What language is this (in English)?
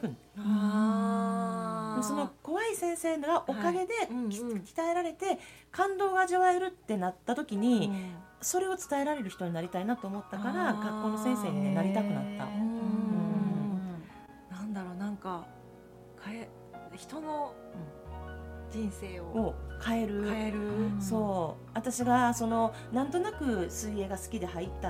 Japanese